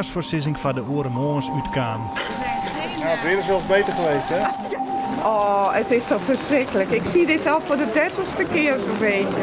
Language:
Western Frisian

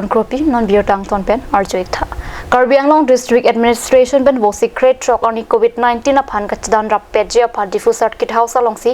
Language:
Karbi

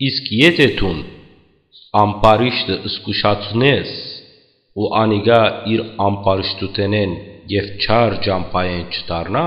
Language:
Western Armenian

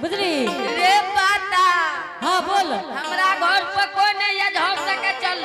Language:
Angika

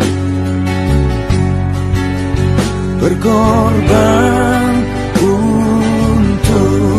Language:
Indonesian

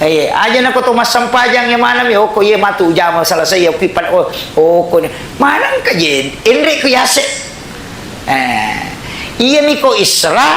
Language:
Buginese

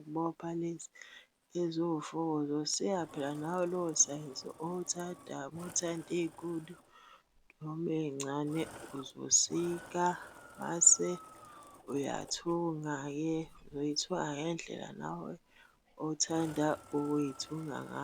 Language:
Zulu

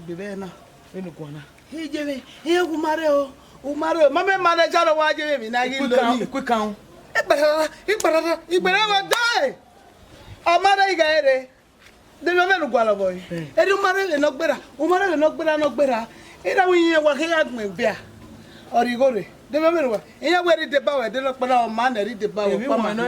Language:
Bini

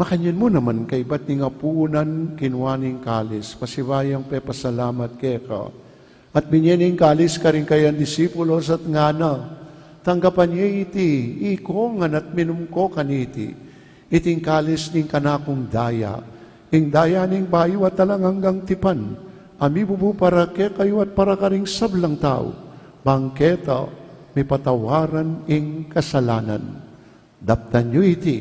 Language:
Pampanga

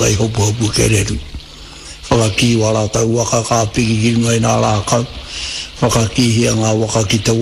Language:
Māori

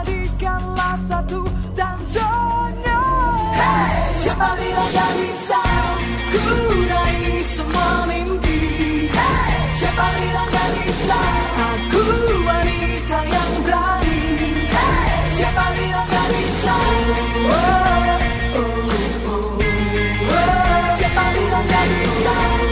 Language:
Indonesian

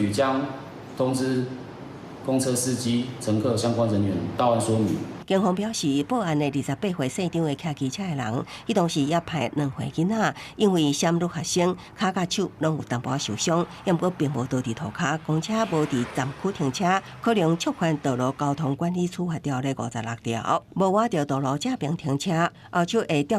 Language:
Min Nan Chinese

